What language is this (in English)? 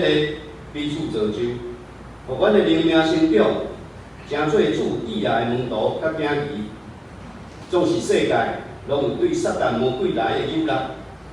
Min Nan Chinese